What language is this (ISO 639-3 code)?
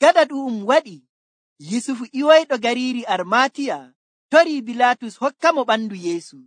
fuv